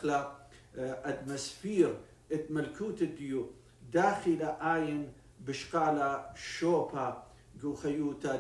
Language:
Assyrian Neo-Aramaic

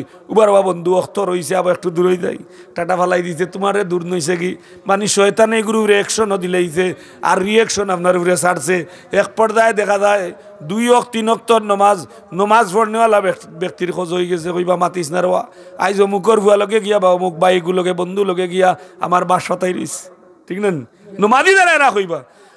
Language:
Sylheti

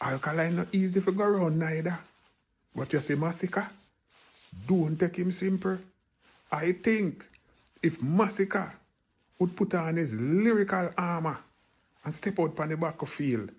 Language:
Jamaican Creole English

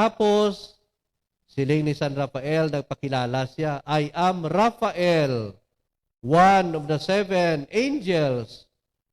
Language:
Hiligaynon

